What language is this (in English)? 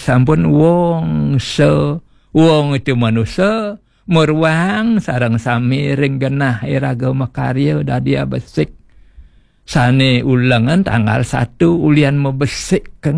Balinese